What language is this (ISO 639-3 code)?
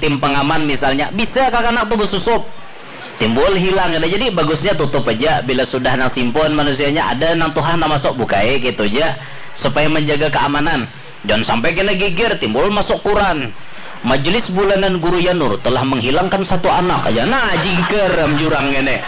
bjn